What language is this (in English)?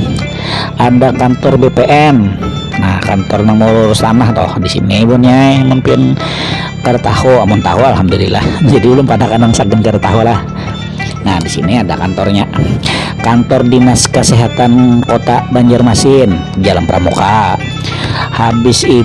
Banjar